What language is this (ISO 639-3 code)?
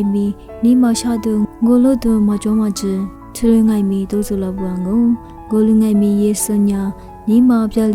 lis